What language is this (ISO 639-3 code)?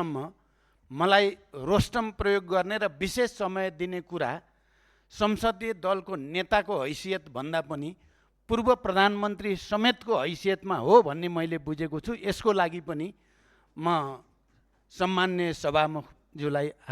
nep